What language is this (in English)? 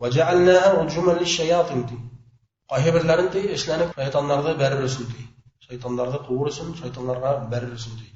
Bashkir